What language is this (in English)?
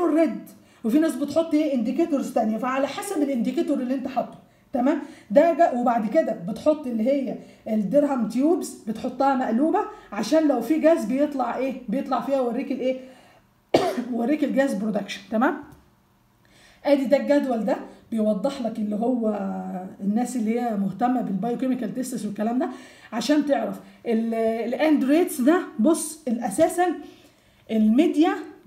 Egyptian Arabic